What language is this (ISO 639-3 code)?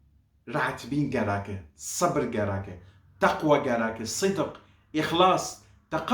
kur